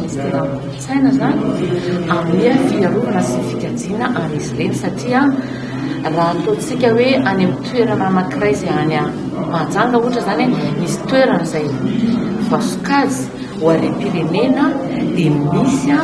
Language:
Malagasy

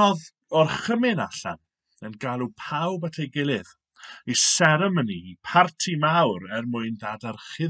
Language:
Welsh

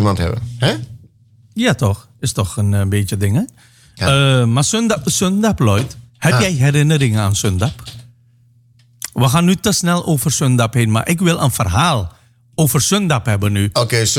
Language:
Dutch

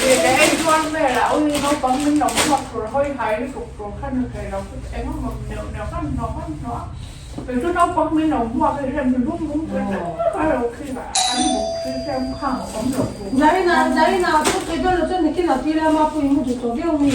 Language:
Mizo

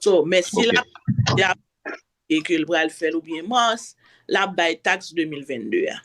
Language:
Haitian Creole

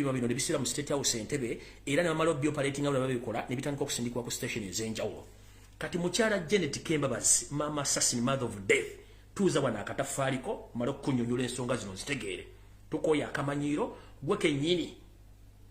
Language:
Ganda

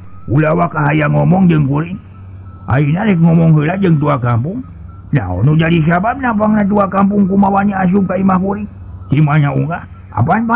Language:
Sundanese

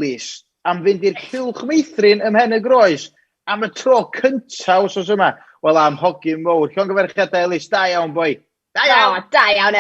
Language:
Welsh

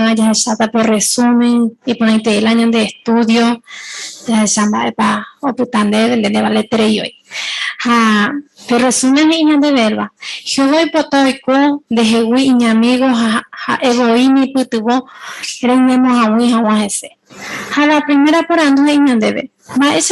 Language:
Guarani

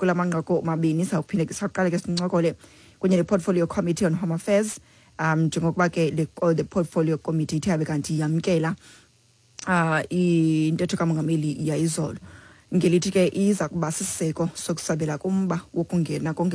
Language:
Xhosa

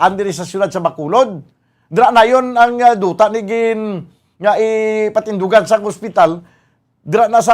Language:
Hiligaynon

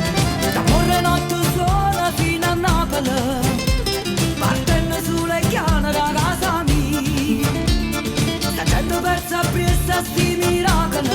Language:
Neapolitan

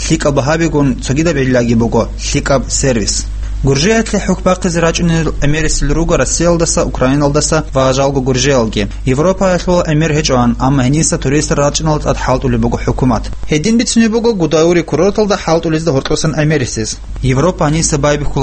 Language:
Avaric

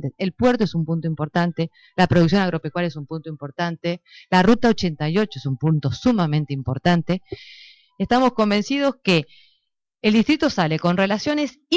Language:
Spanish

